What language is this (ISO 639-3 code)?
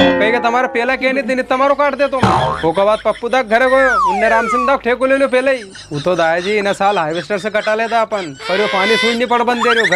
raj